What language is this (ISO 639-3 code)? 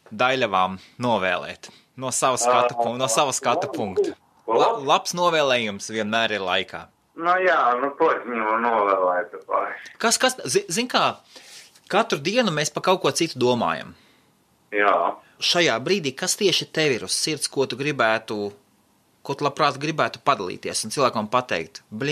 lav